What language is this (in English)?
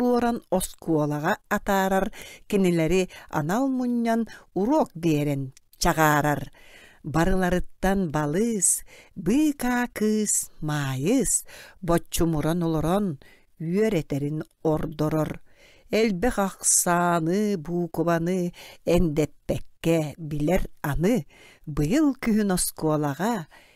Yakut